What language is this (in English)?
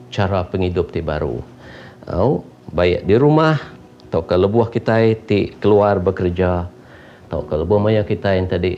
Iban